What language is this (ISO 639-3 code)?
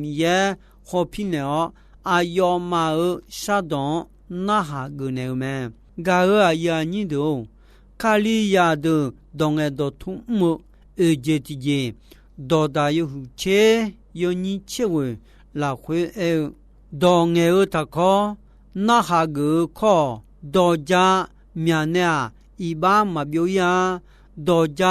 ahk